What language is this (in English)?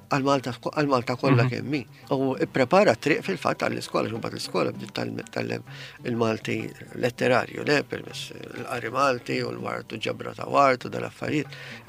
Maltese